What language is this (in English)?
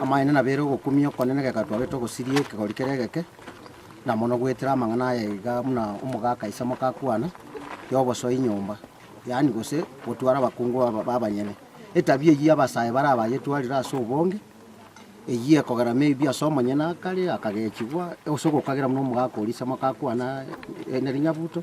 Gusii